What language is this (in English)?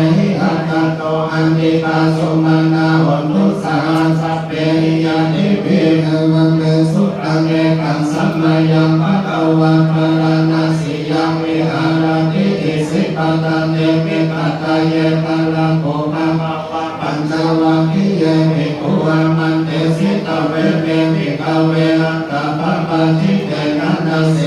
Pali